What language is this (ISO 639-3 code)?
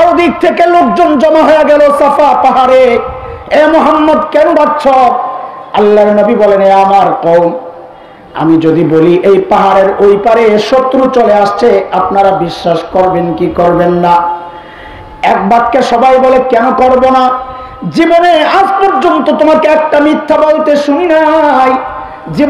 ben